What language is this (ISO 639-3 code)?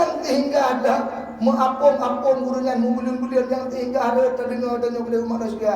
ace